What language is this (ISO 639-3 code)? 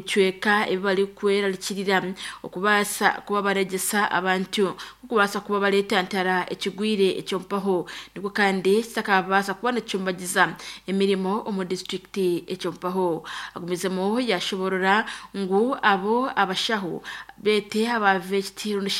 nyn